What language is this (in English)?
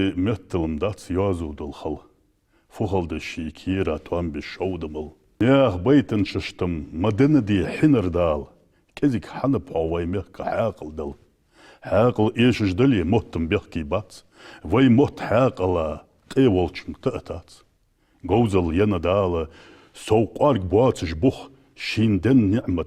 Ingush